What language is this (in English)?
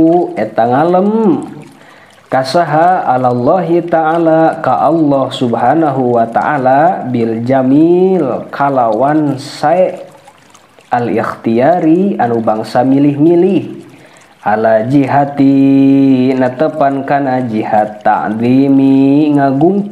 Sundanese